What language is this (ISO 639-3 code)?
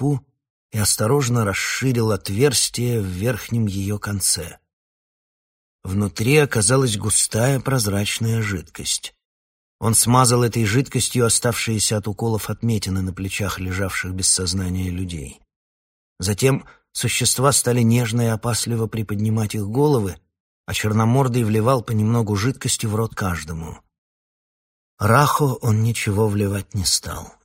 rus